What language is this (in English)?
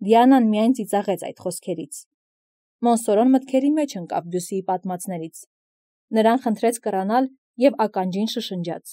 Armenian